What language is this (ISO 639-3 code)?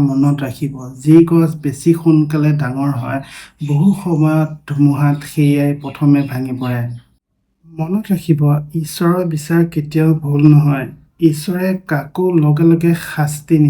asm